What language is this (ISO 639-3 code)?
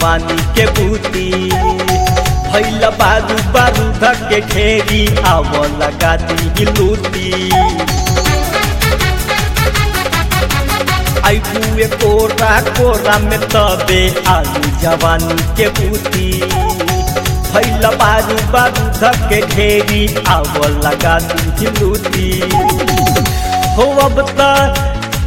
bho